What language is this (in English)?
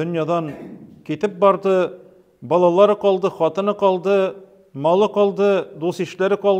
Tatar